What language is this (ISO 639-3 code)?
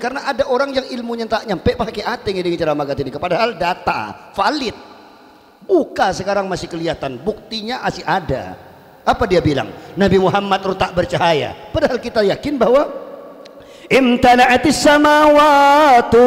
mad